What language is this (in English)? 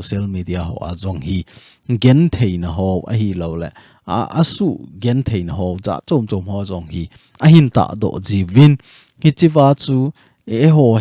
Thado Chin